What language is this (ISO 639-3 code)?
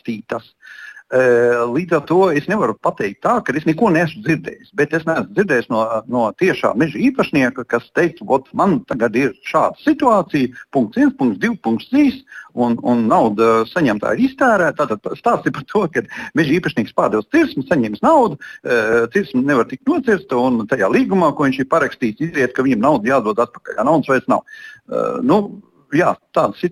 lav